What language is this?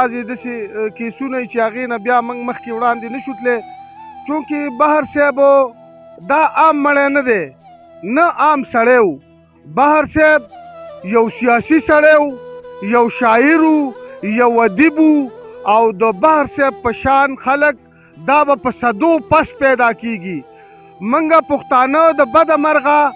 Pashto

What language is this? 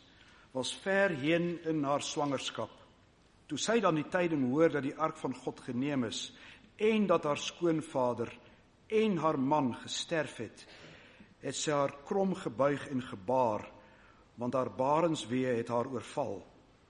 Afrikaans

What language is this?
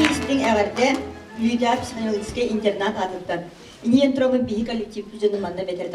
Yakut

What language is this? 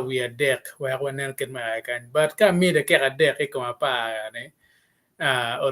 Acoli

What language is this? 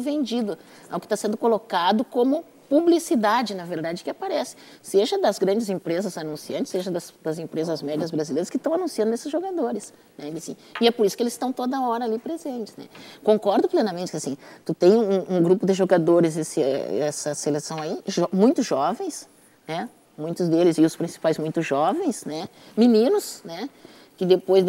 Portuguese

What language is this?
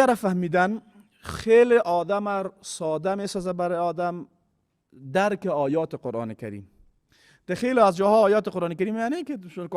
Persian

